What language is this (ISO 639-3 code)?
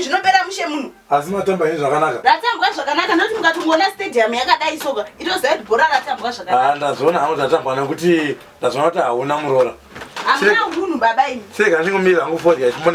sna